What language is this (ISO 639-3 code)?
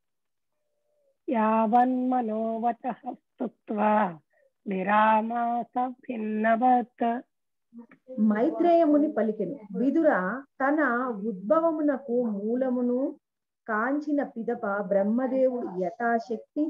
tel